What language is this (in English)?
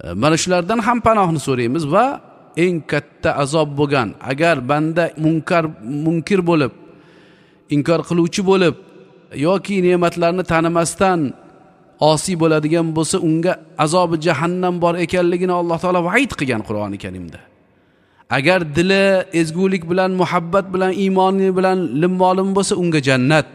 Uzbek